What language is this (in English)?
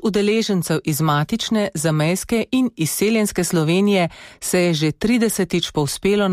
Slovenian